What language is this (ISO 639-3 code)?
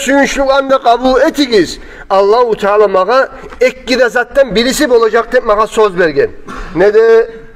kum